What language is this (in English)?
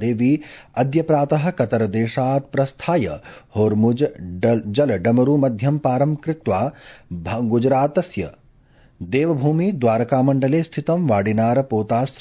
Sanskrit